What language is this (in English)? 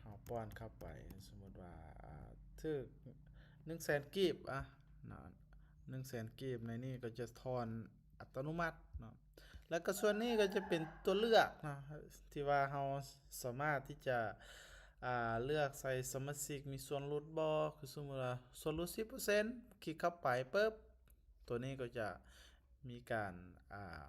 Lao